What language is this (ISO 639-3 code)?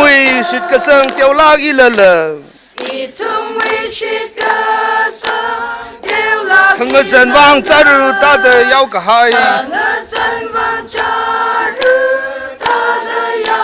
nmf